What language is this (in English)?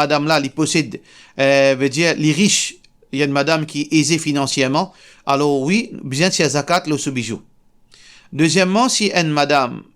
Morisyen